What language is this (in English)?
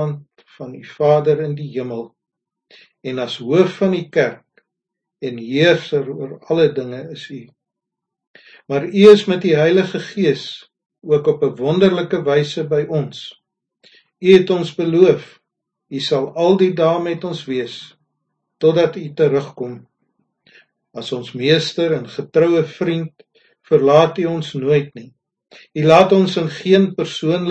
Afrikaans